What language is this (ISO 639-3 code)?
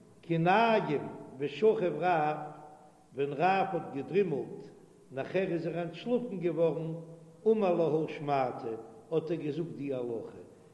yid